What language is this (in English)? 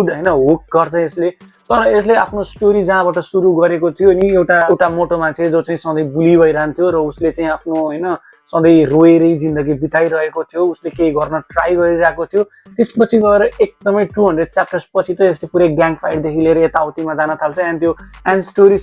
Nepali